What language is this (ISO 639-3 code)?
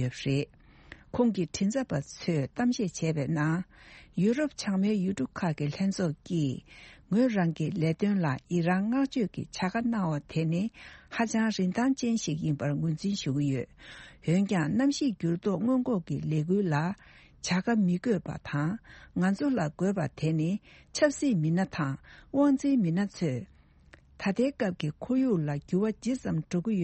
bod